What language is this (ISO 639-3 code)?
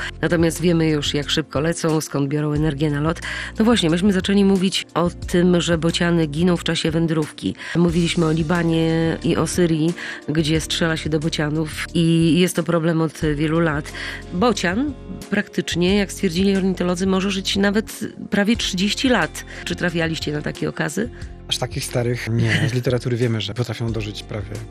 pol